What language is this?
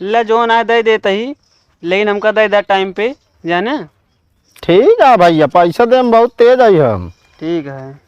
Awadhi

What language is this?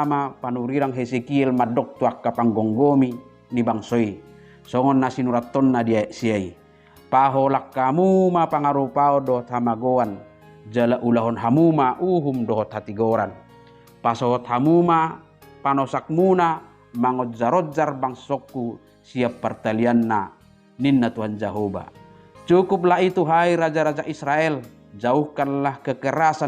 Batak Toba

